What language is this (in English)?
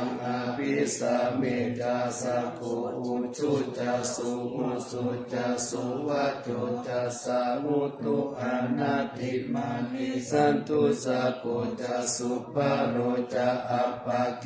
Pali